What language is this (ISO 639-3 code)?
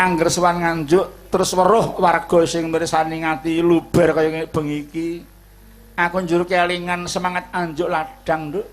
jav